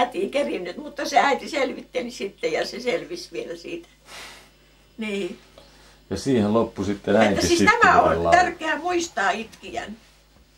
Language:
Finnish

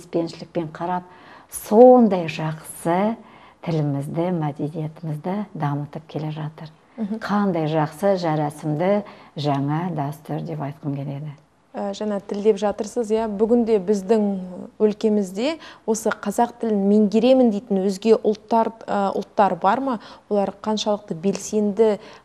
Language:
Kazakh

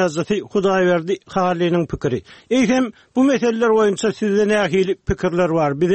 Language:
Turkmen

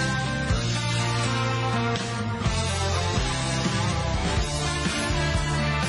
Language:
Greek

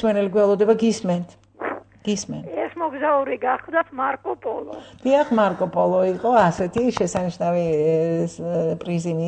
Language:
Georgian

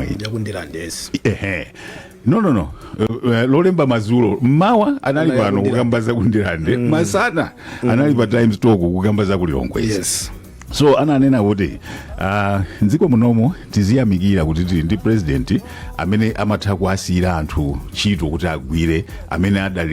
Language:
Nyanja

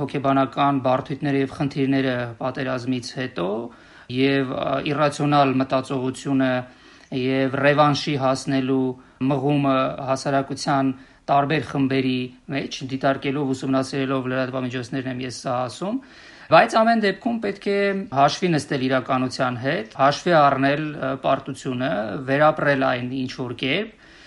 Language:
Armenian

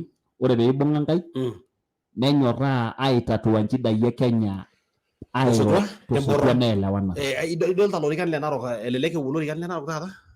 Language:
Masai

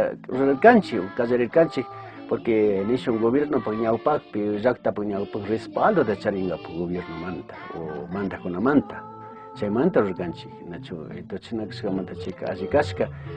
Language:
Chimborazo Highland Quichua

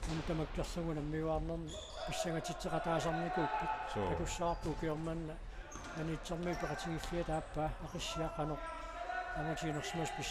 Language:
Kalaallisut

